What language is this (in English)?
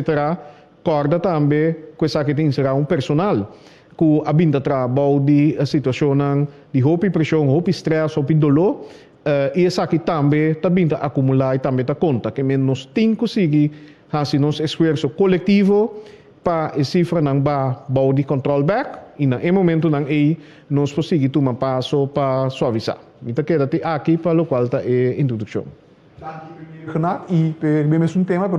Papiamento